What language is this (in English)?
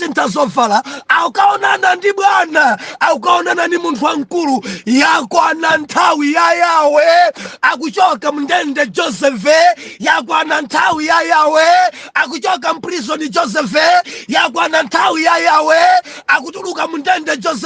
Nyanja